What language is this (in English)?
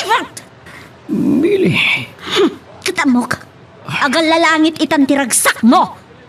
Iloko